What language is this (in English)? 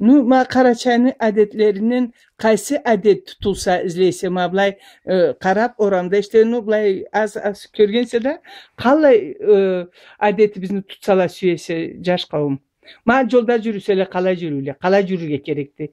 Karachay-Balkar